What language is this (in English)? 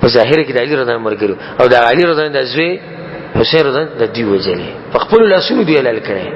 Pashto